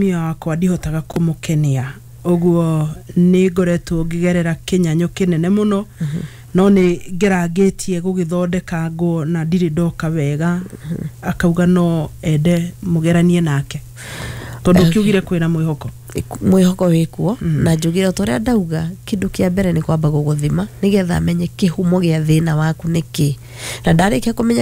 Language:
Kikuyu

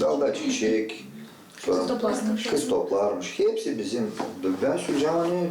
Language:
Gagauz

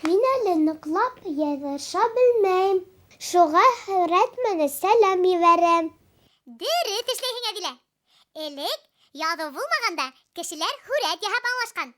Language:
Bashkir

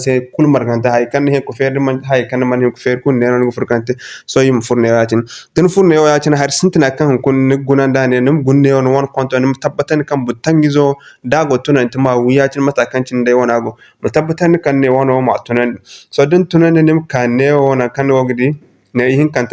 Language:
Zarma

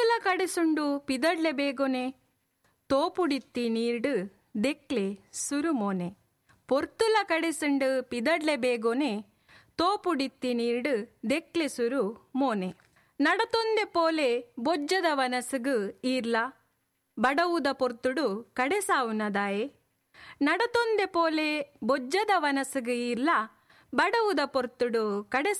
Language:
Tulu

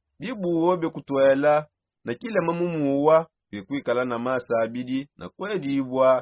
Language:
Songe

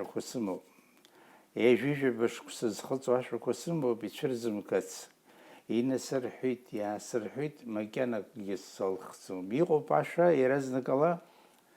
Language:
Abkhazian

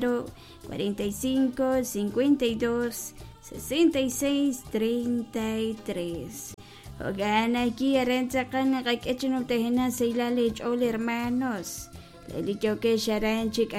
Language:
Kekchí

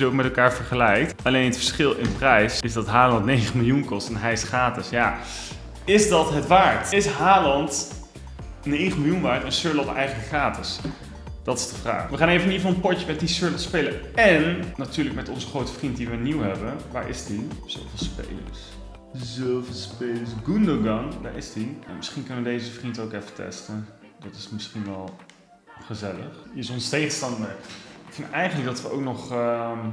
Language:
Dutch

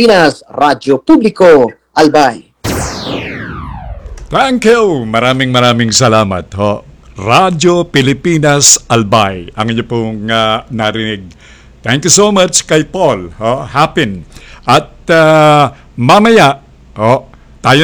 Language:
Filipino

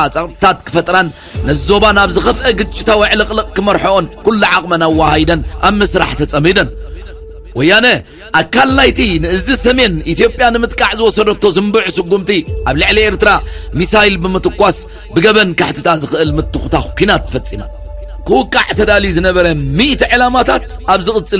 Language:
Tigrinya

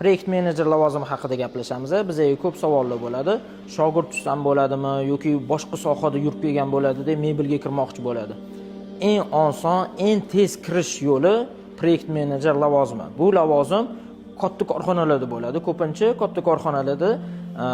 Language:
Uzbek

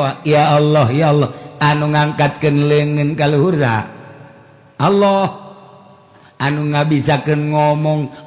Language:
Sundanese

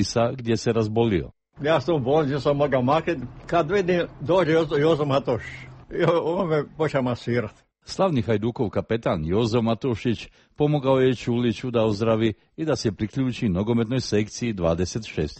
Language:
Croatian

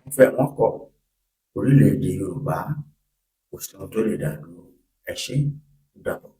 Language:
Yoruba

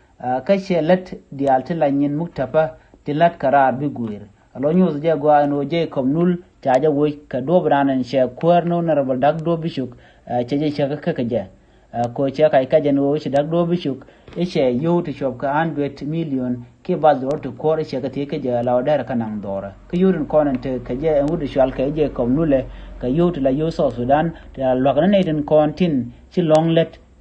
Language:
Nuer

